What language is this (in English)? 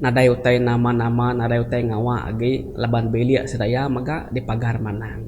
Iban